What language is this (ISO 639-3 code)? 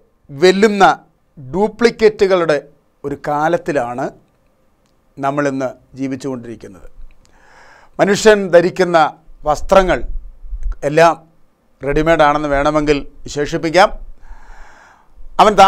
mal